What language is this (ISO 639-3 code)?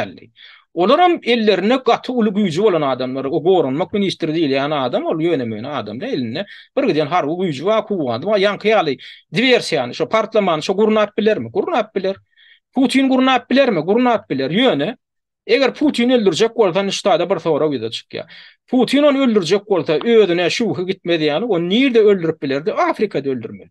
tuk